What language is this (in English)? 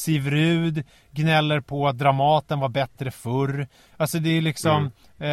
Swedish